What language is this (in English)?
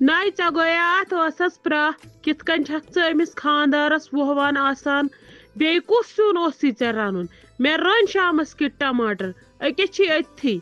Kashmiri